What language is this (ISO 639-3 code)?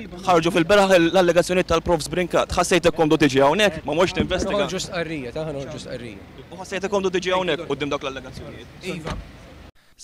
mlt